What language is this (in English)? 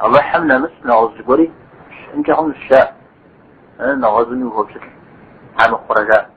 Kabardian